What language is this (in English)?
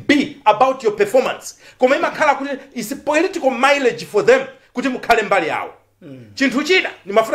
Nyanja